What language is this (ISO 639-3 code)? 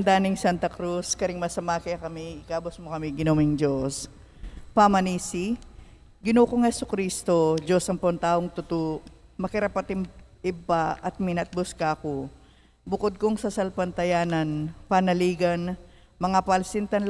pam